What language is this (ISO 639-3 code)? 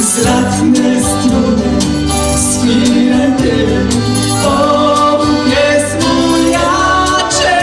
szl